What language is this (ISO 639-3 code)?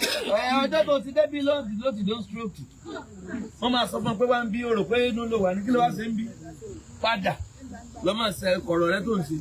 yor